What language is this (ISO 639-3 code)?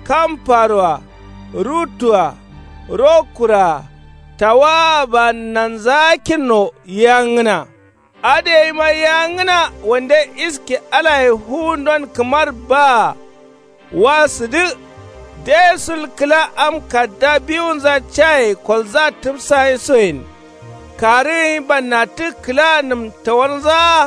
kau